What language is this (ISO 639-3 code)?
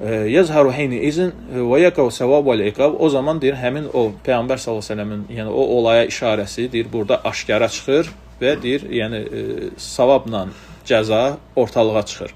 aze